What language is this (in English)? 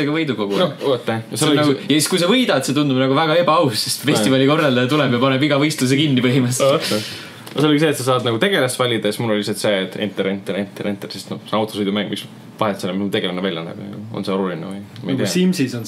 Estonian